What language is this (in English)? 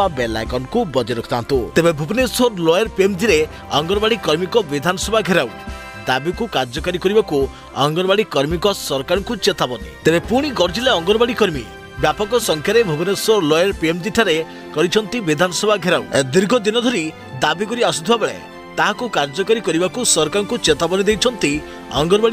Odia